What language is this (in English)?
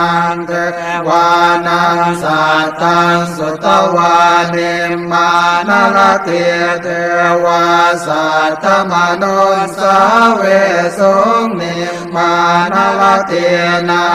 Pali